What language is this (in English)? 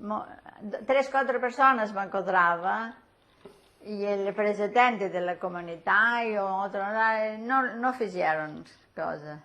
Ladino